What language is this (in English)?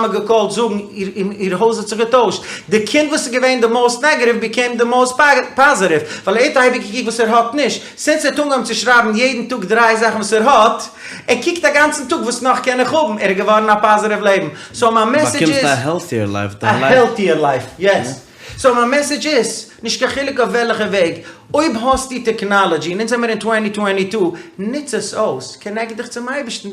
Yiddish